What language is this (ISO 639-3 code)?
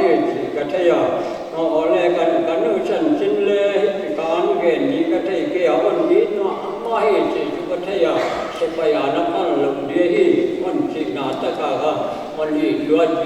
pck